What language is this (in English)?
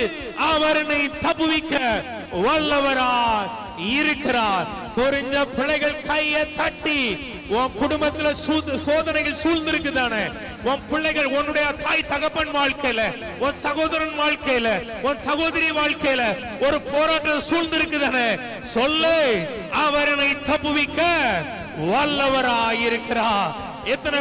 Tamil